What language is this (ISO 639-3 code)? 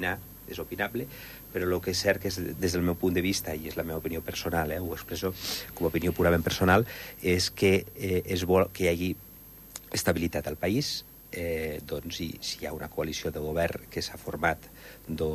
cat